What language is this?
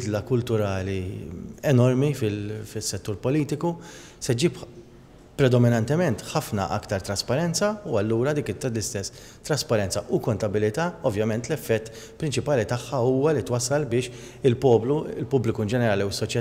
Maltese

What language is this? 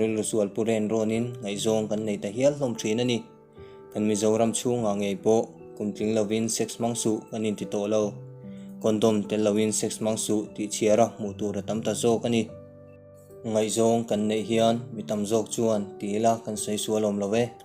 Mizo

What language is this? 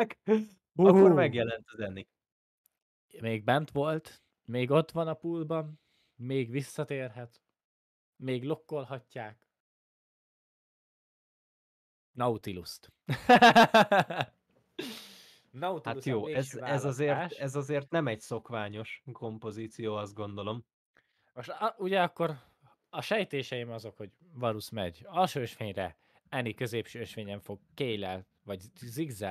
Hungarian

